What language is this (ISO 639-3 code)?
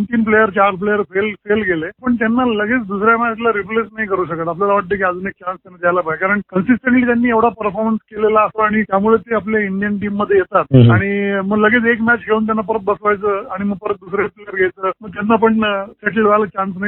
mar